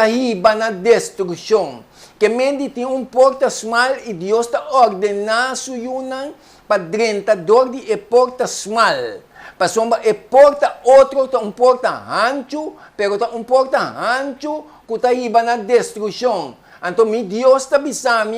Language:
Papiamento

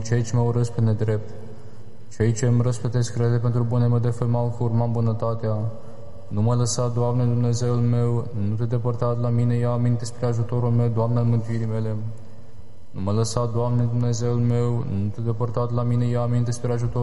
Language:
Romanian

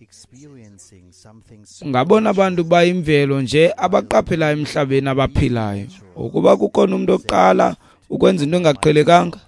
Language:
Xhosa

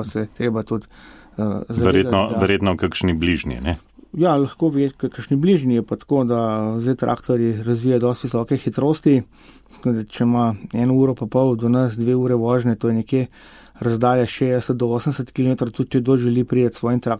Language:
Slovenian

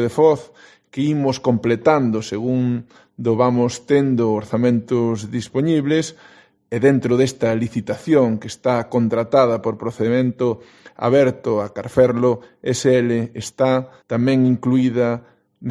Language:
Galician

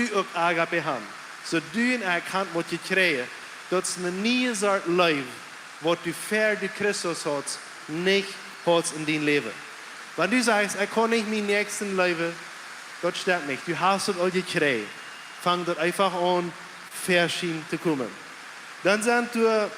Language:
Plautdietsch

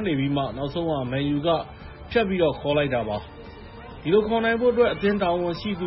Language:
Burmese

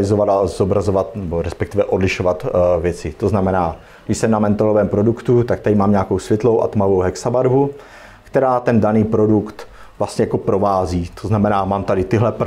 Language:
Czech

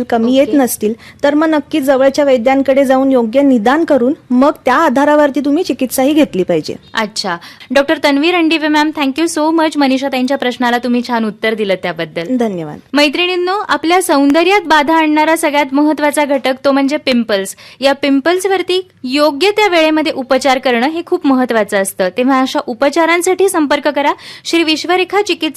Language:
Marathi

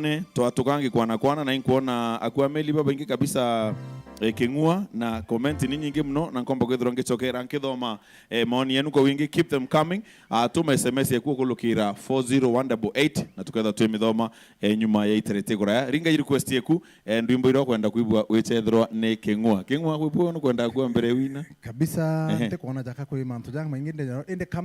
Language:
Meru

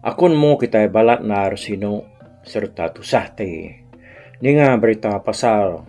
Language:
Iban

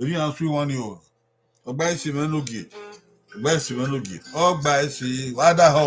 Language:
Bini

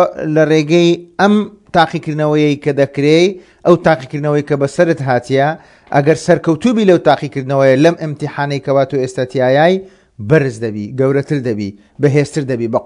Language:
Central Kurdish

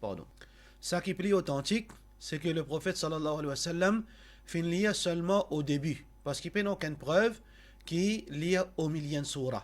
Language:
Morisyen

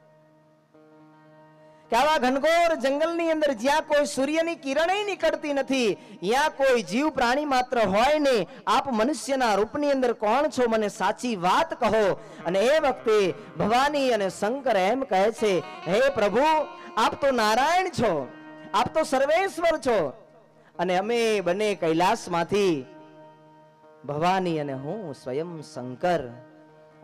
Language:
Gujarati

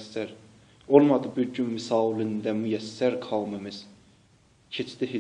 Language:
South Azerbaijani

